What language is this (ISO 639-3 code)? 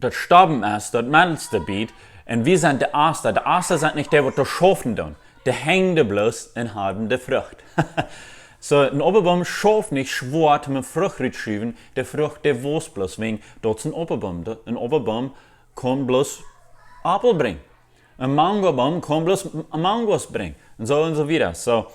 pdt